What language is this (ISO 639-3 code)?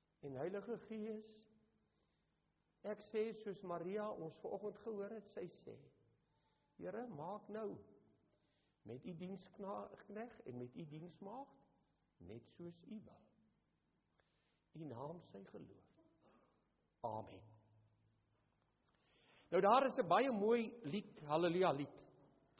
afr